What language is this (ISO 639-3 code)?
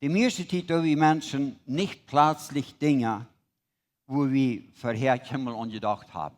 pdt